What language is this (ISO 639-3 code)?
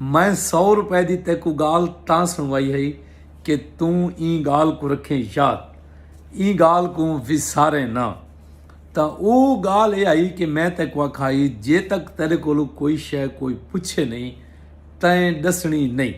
skr